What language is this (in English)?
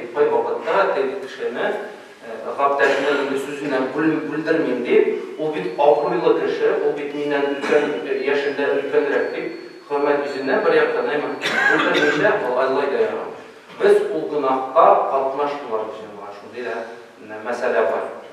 Tatar